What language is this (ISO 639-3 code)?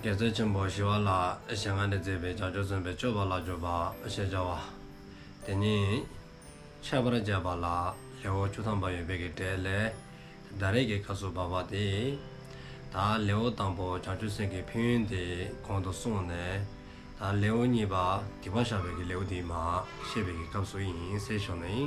dzo